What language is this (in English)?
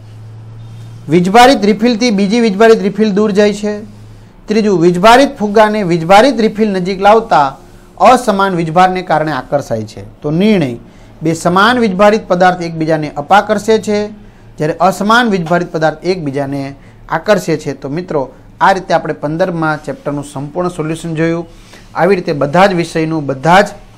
Gujarati